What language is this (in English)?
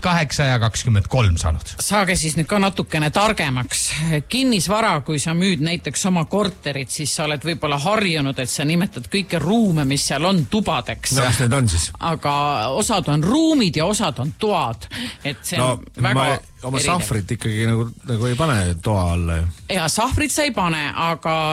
Estonian